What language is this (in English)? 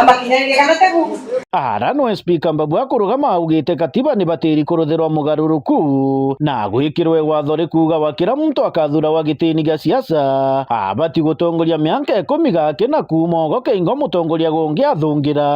Meru